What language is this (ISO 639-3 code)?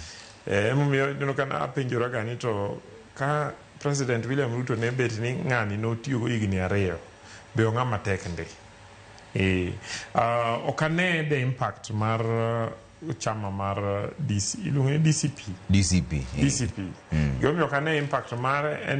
luo